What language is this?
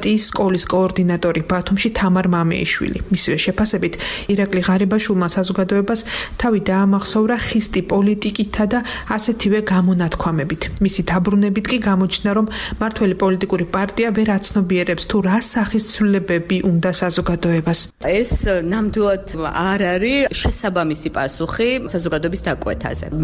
Georgian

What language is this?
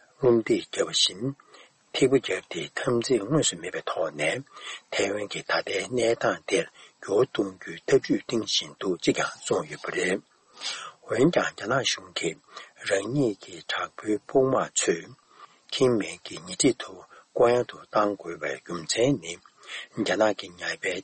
Tibetan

